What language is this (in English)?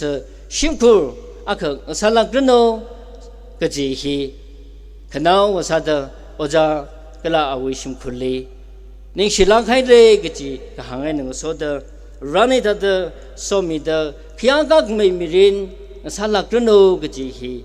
Tangkhul Naga (India)